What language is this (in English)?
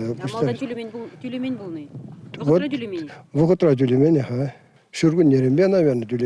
Chuvash